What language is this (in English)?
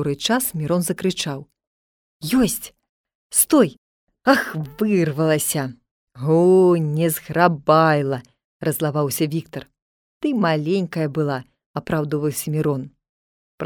Belarusian